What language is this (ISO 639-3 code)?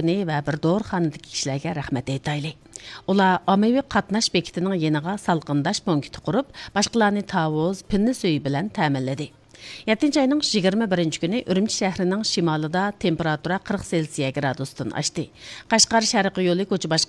uig